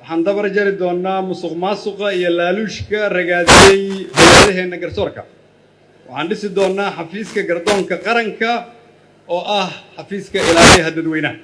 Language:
Somali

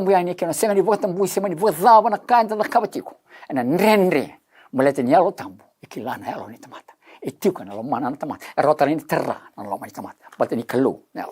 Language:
Fijian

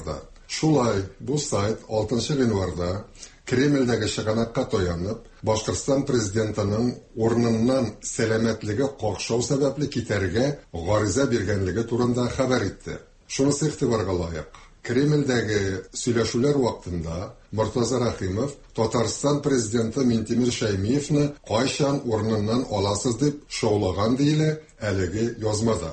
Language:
Tatar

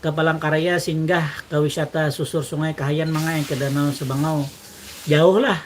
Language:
Banjar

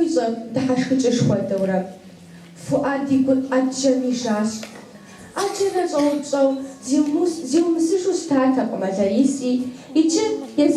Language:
Kabardian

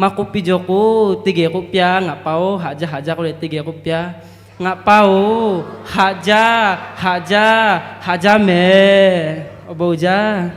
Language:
Lahu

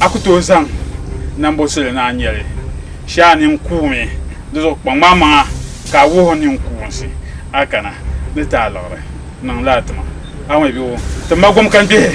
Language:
Dagbani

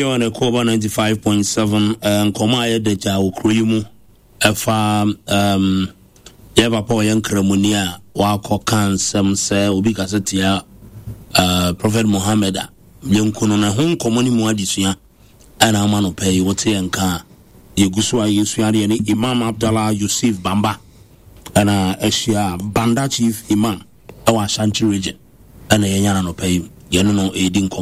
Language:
Akan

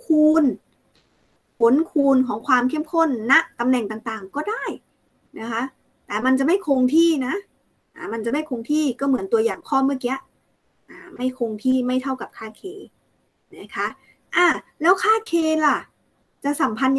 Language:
Thai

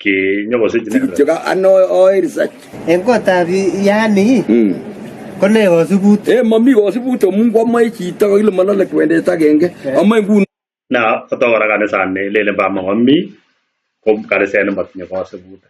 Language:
Kalenjin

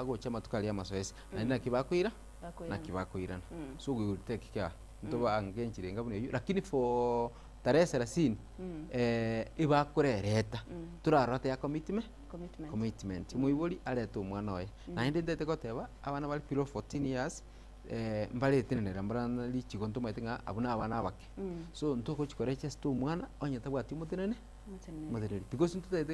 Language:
Gusii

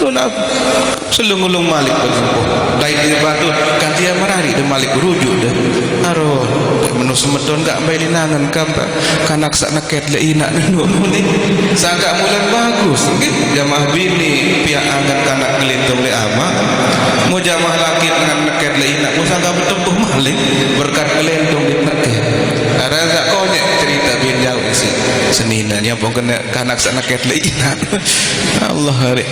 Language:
Sasak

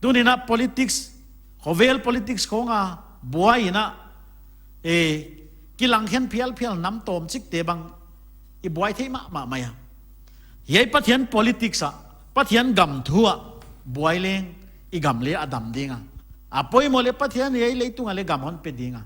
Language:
Paite Chin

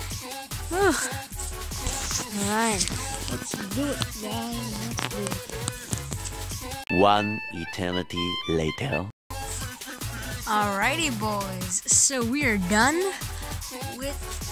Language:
English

